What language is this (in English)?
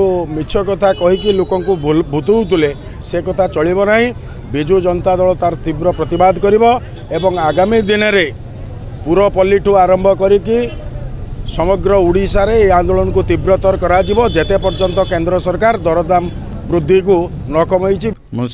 Odia